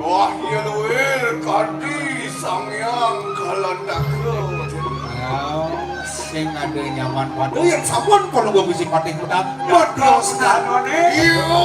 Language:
Balinese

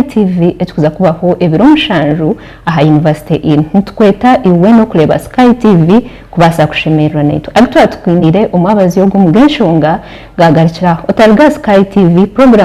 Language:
Nyankole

